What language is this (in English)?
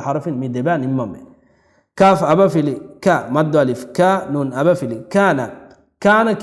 Divehi